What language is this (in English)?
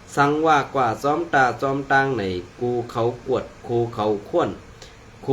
Shan